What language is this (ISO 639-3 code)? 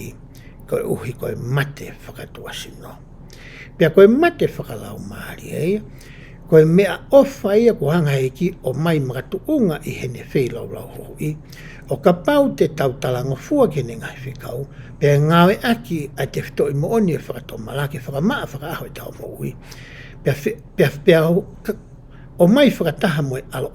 ton